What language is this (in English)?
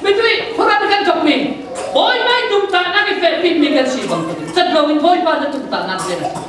Falam Chin